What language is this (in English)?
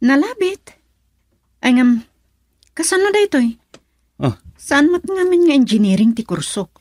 Iloko